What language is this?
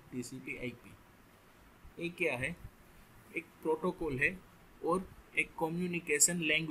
Hindi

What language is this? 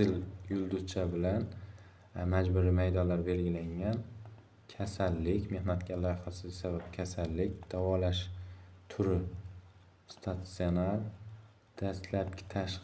Uzbek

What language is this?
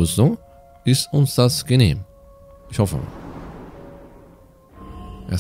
German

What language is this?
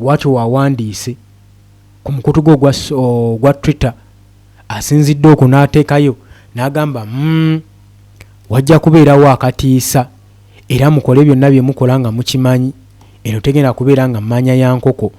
Ganda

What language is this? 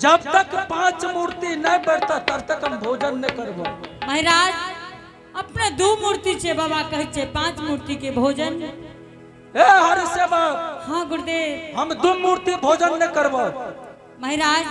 Angika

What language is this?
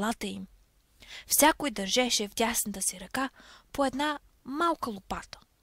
Bulgarian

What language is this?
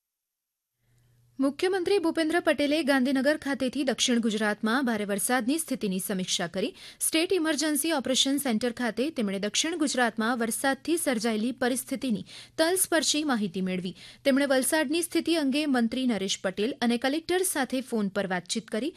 Gujarati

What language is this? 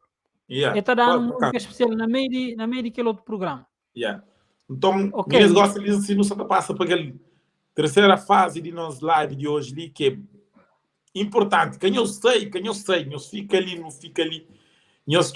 Kabuverdianu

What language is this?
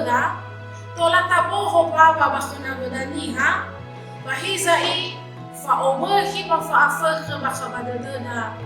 Nias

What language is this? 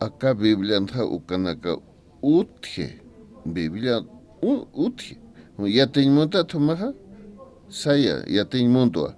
Aymara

